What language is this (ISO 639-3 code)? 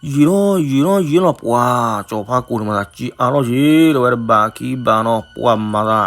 ksw